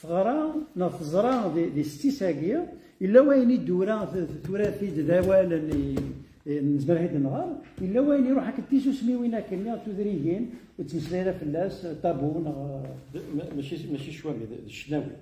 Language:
Kabyle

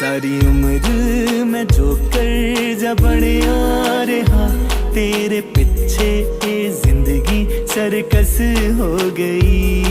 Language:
Konkani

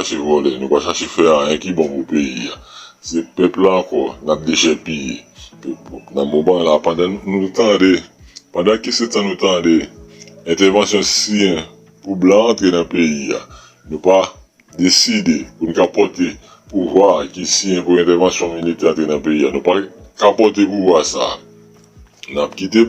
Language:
Haitian Creole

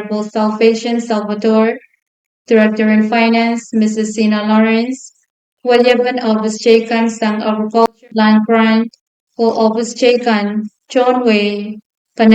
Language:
Pohnpeian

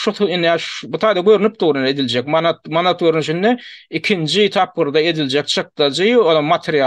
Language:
Turkmen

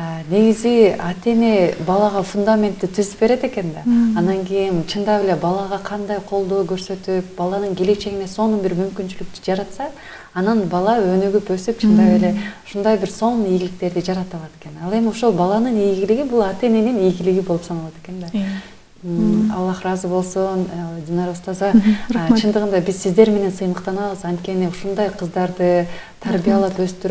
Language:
Kyrgyz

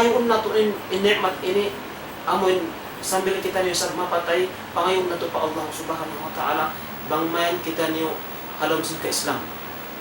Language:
Tausug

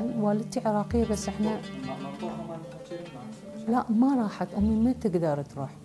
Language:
Mesopotamian Arabic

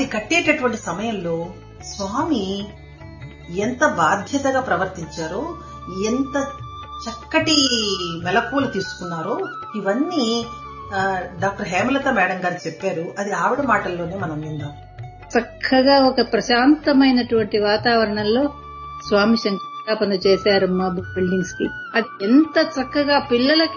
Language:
Telugu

